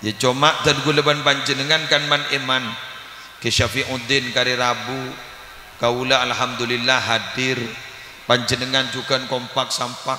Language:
Madurese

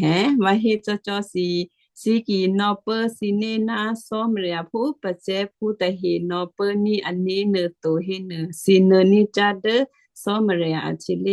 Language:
Western Kayah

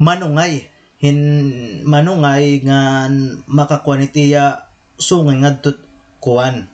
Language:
Waray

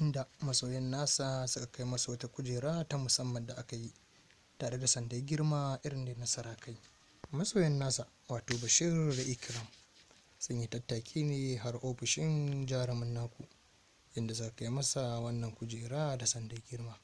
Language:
Hausa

